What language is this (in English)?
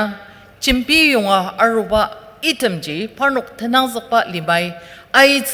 Ao Naga